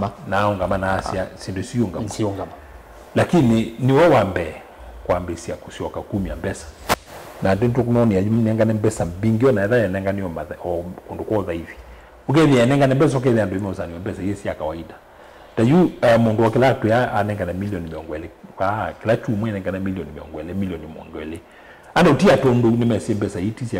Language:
Kamba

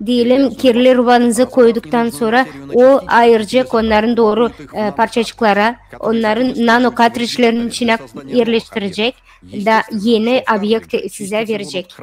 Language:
Gagauz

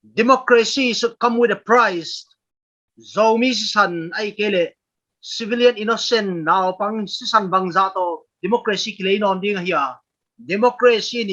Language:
Paite Chin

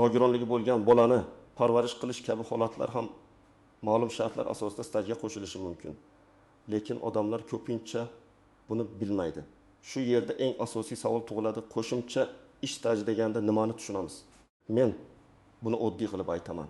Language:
Uzbek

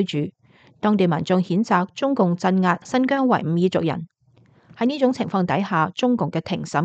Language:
Cantonese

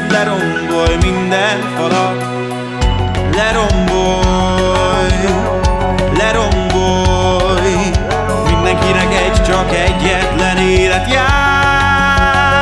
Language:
Hungarian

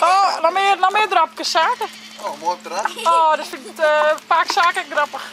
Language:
Western Frisian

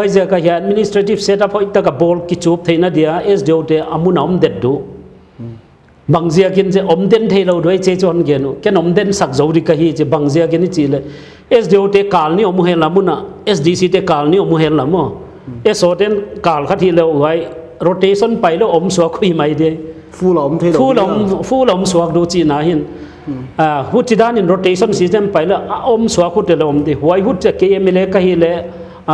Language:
Paite Chin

